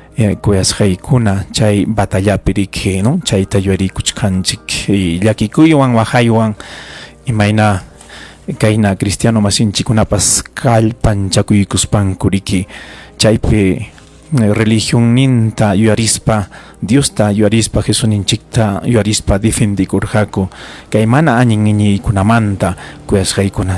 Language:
Ayacucho Quechua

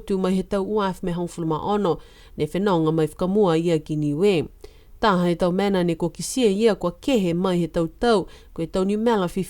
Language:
Niuean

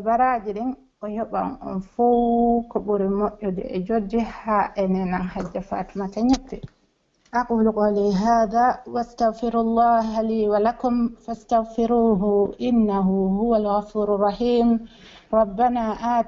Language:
Pular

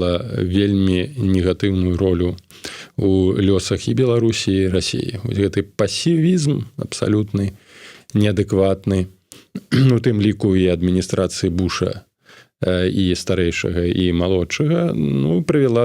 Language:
Belarusian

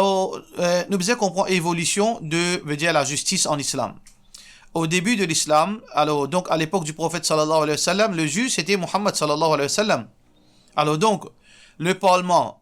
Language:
Morisyen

